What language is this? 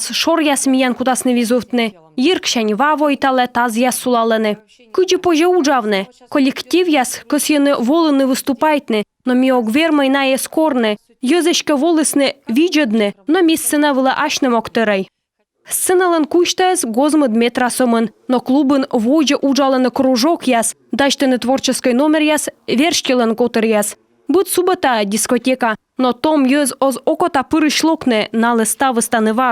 Komi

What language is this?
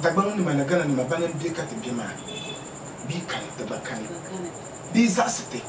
Dagbani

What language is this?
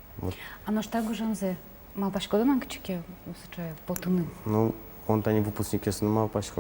Udmurt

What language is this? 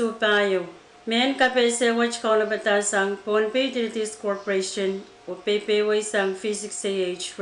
Pohnpeian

